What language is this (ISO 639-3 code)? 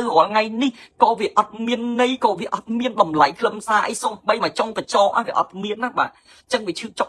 khm